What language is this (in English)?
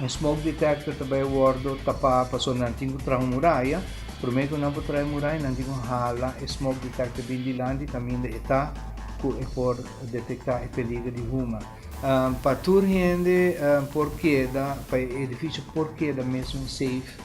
Papiamento